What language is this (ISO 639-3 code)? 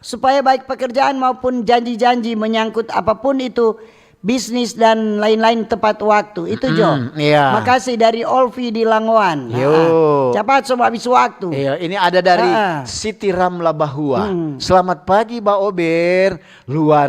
xmm